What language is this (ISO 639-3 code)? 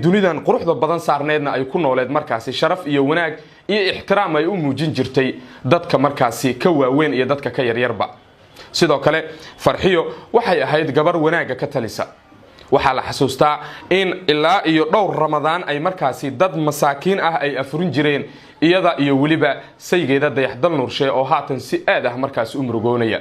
som